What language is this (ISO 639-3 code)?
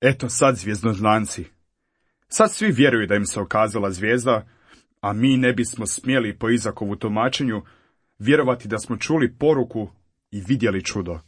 hrv